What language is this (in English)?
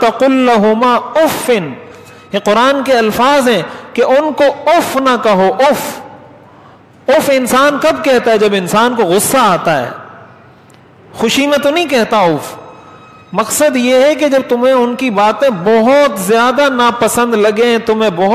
Urdu